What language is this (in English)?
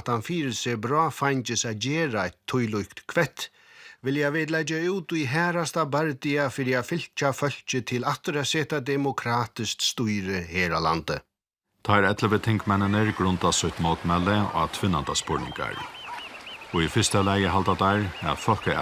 Faroese